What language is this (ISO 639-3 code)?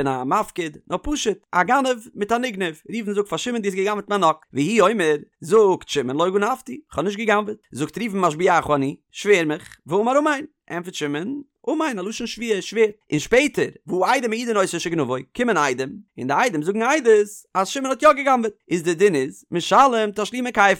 yid